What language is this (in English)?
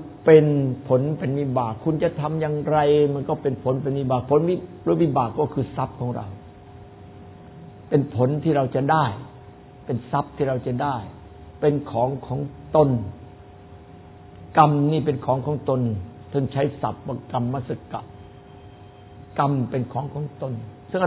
Thai